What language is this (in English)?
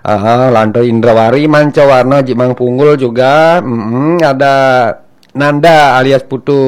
Balinese